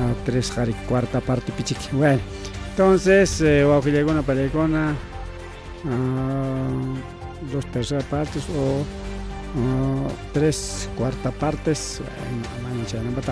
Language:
Ayacucho Quechua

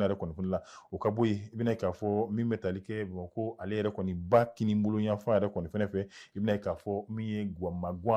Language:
Bambara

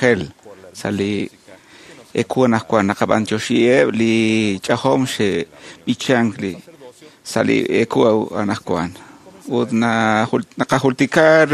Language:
Kekchí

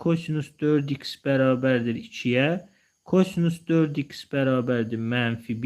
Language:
Azerbaijani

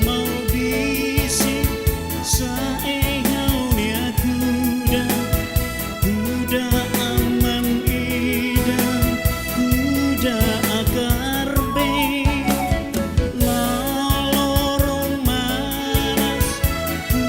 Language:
Tetum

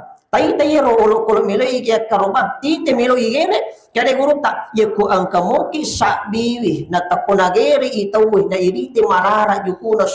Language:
Buginese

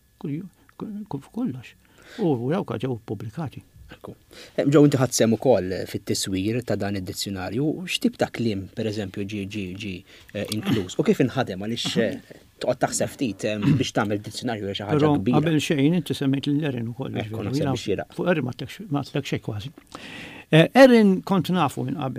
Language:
Maltese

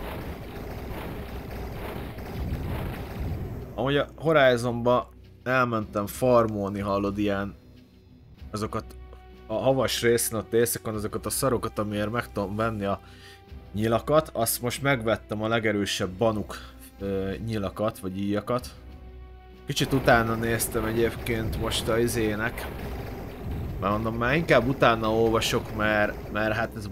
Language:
Hungarian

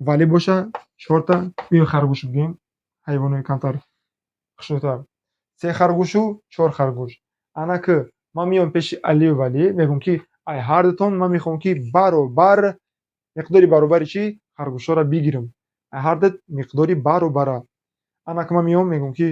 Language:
Tajik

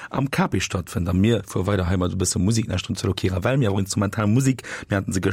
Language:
Luxembourgish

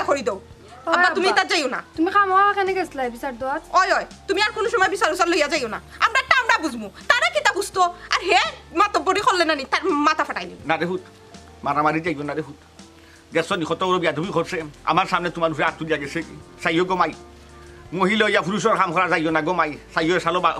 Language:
Sylheti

